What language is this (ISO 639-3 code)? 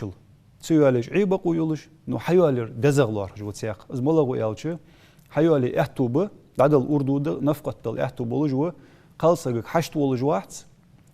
inh